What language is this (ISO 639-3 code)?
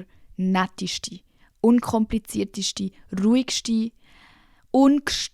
gsw